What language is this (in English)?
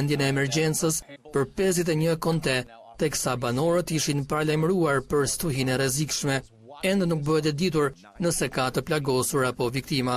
Albanian